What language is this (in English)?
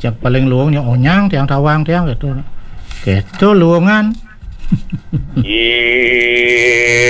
Balinese